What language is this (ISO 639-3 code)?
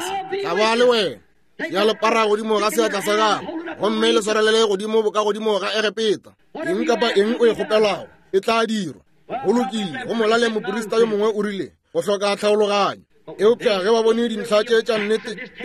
nso